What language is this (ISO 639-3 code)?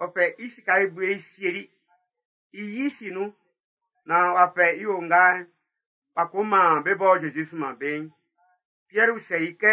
bci